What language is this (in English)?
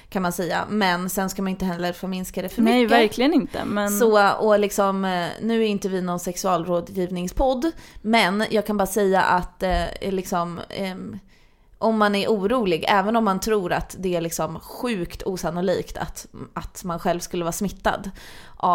Swedish